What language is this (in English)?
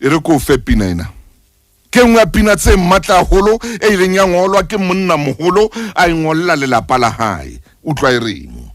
Southern Sotho